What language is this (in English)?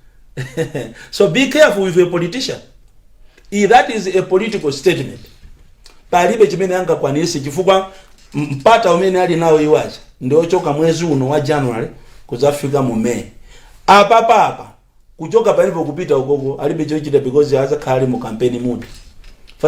Nyanja